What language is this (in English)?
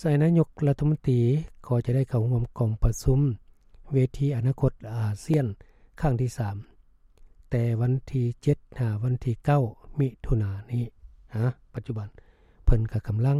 Lao